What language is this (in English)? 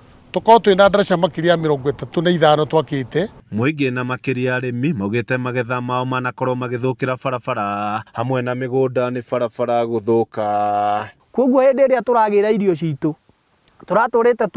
Kikuyu